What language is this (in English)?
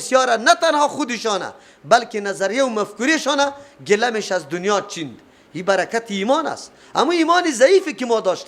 Persian